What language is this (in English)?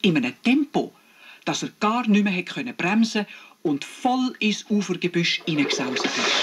Swiss German